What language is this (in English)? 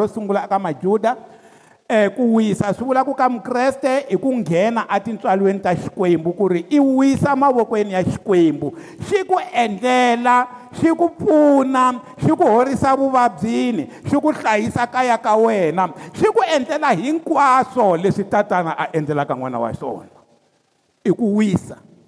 Tsonga